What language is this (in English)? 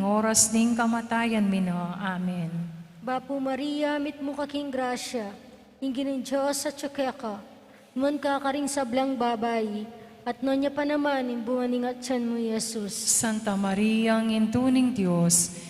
Pampanga